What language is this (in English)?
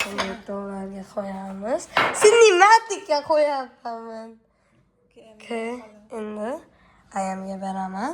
Uzbek